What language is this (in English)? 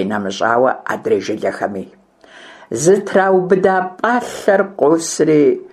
Kabardian